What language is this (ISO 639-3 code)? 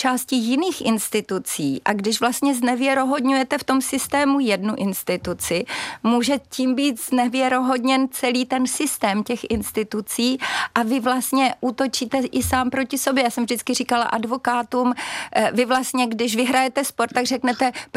ces